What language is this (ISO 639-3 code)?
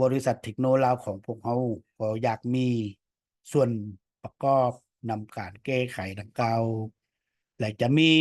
lao